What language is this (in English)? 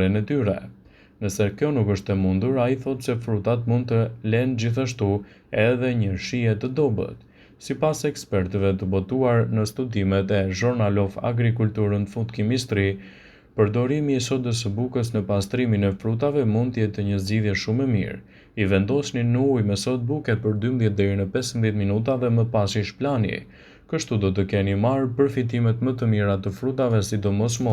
Albanian